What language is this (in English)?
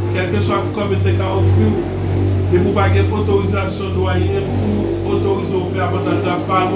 Haitian Creole